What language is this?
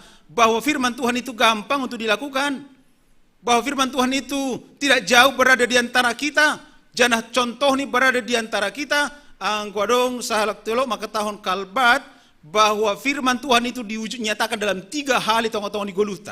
Batak Simalungun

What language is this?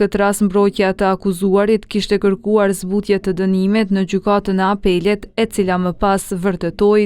Albanian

